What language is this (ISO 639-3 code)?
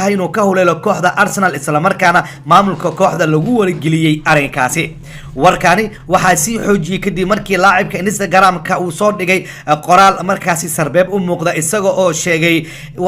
som